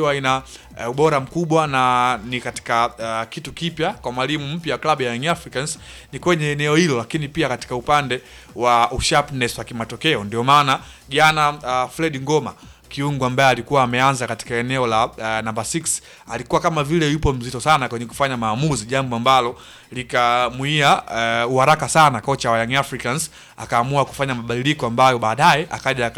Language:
Swahili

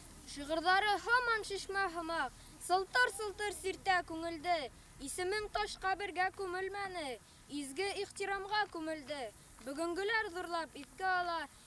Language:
Bashkir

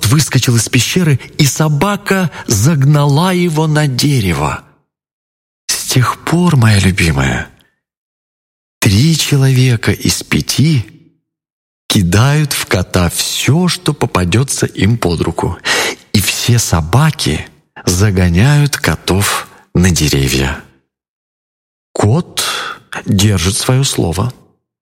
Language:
Russian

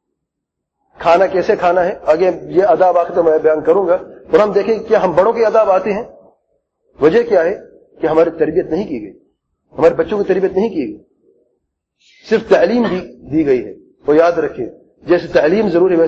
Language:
Urdu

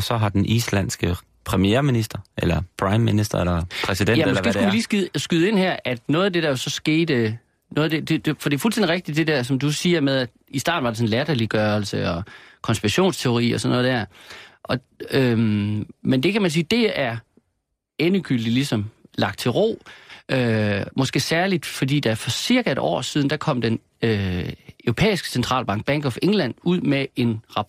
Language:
Danish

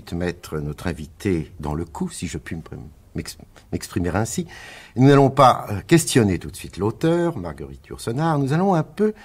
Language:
French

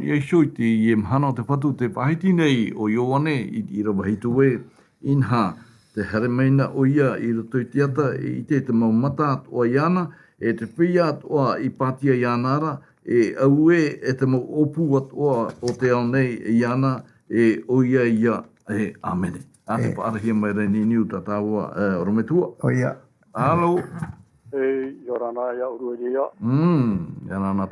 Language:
Tahitian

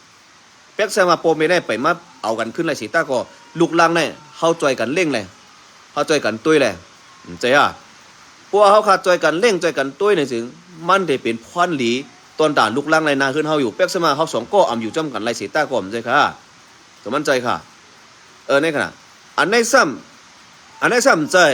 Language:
Shan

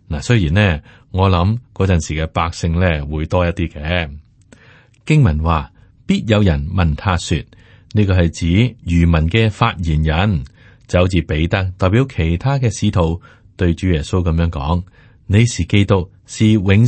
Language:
Cantonese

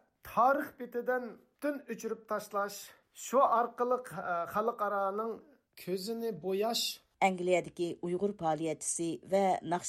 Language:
Uyghur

